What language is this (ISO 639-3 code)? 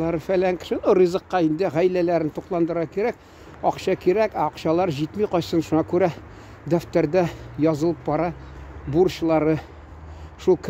tat